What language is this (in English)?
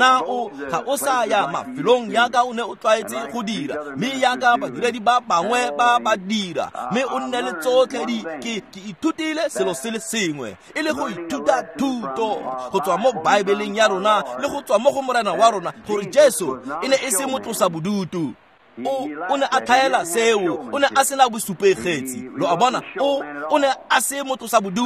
Tswana